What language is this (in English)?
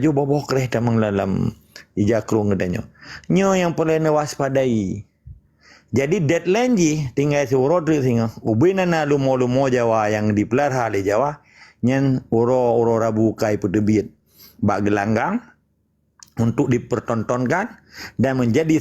Achinese